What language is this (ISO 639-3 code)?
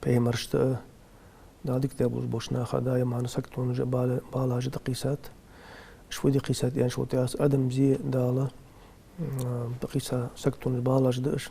inh